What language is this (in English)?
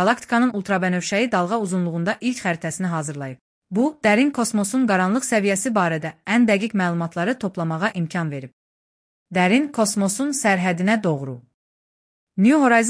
Azerbaijani